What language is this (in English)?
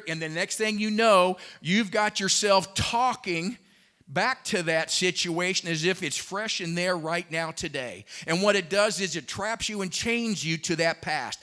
English